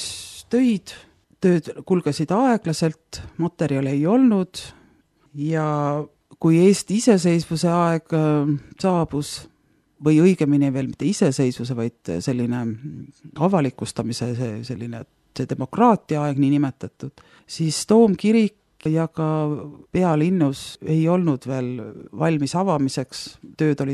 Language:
Estonian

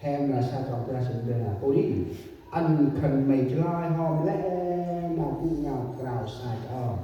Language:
Central Mnong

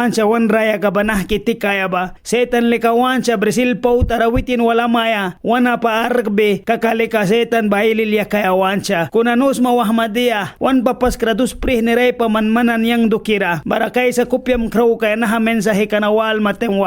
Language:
Mískito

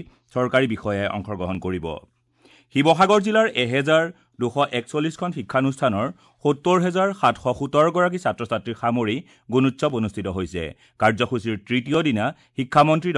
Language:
Assamese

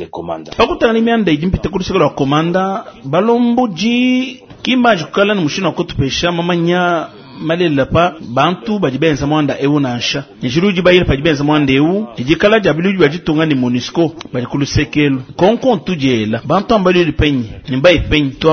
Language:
Luba-Lulua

